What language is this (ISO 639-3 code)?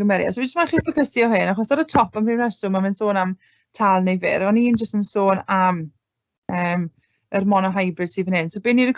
cym